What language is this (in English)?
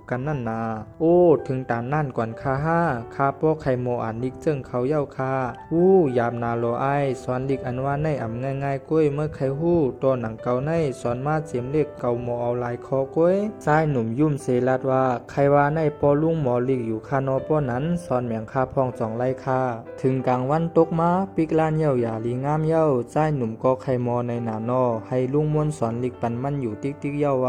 Shan